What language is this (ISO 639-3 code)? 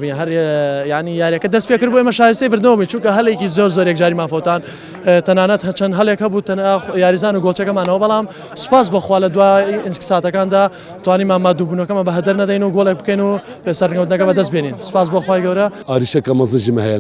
ckb